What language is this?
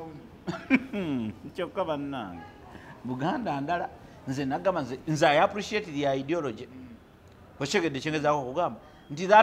Ganda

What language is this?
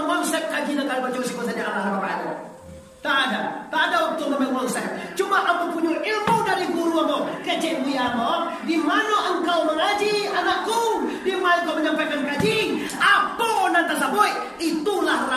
Minangkabau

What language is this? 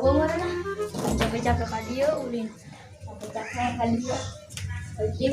Sundanese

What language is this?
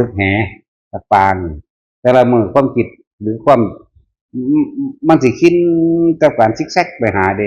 Northeastern Thai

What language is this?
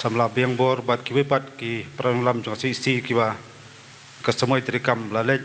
Khasi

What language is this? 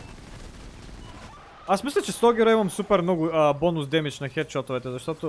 Bulgarian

